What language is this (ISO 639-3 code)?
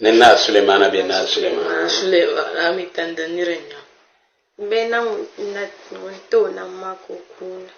dag